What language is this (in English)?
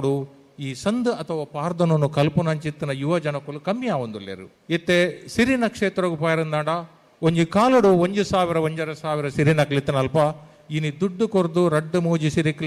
Tulu